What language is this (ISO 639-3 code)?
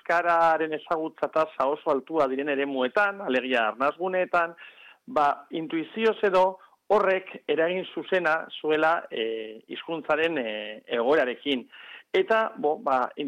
eus